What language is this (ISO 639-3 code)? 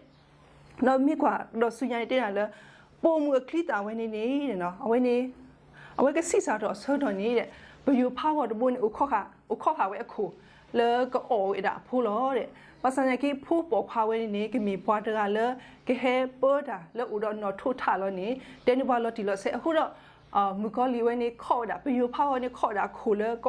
ksw